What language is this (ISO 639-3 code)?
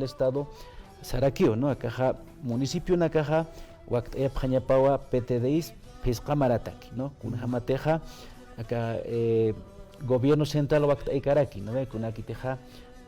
aym